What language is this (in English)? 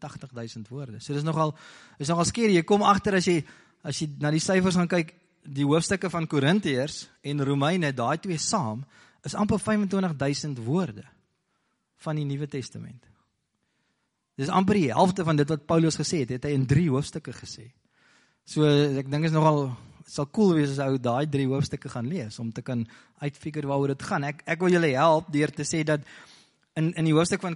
Afrikaans